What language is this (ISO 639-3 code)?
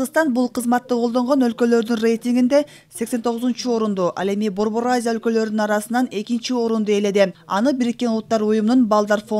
kir